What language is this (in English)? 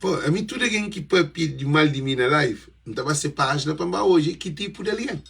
Kabuverdianu